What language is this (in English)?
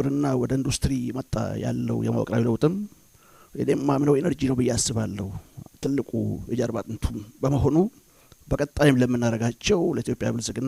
Amharic